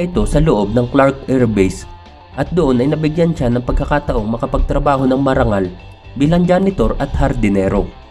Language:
Filipino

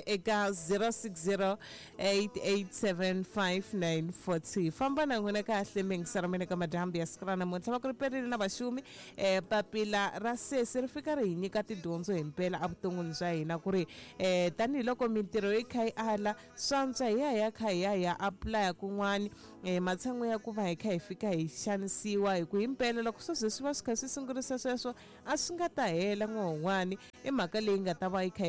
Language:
Tsonga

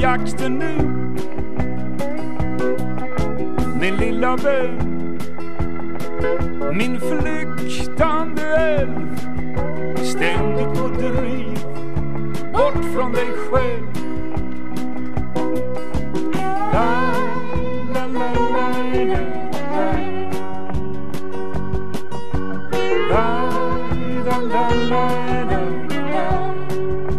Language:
Swedish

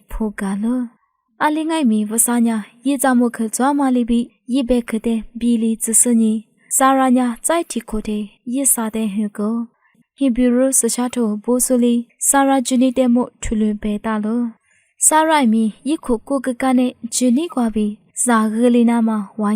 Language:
Lisu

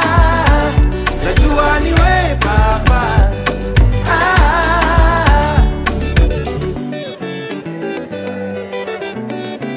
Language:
Swahili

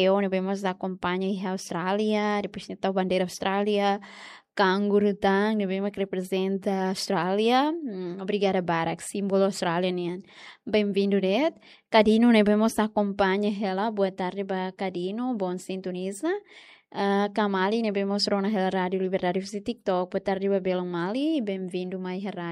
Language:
Tetum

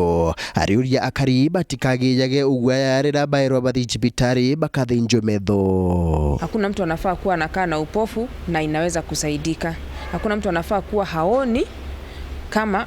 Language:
Meru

